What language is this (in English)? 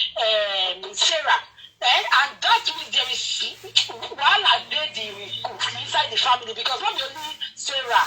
Nigerian Pidgin